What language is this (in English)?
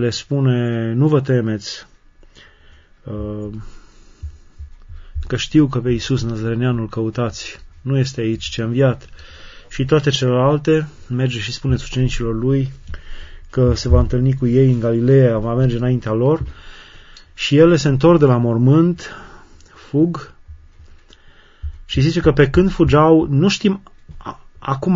Romanian